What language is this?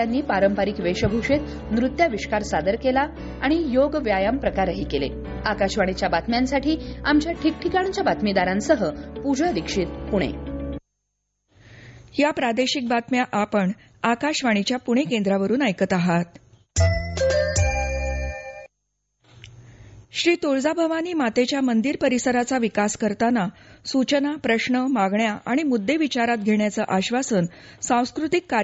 Marathi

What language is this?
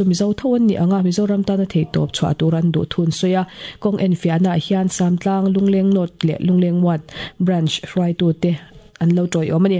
Mizo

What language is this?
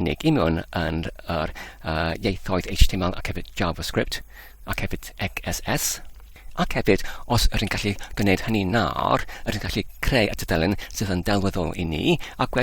Welsh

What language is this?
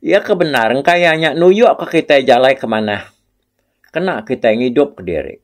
Iban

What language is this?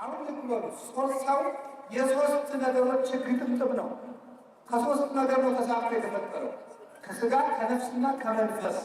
Amharic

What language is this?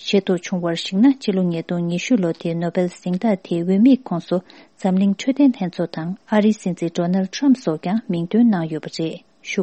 Tibetan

